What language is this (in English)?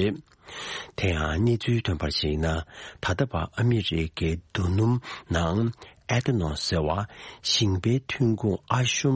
Tibetan